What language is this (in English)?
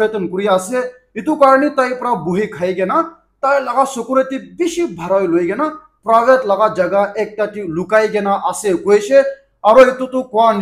Naga Pidgin